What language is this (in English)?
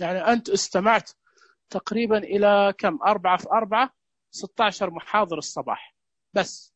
Najdi Arabic